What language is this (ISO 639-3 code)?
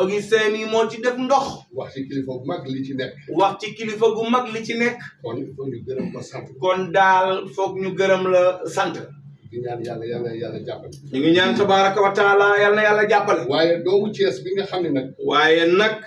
wol